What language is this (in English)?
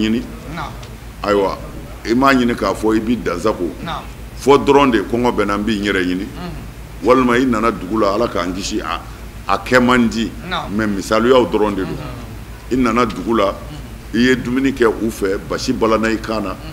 Bambara